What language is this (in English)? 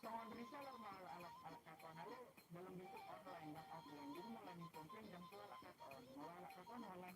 Batak Toba